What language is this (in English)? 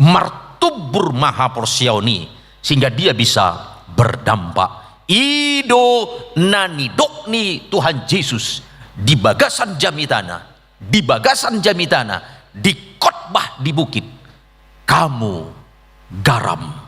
Batak Toba